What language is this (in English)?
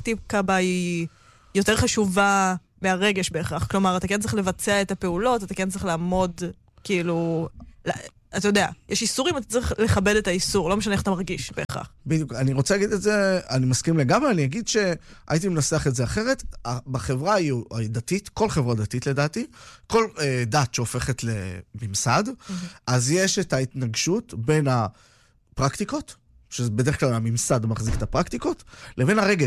Hebrew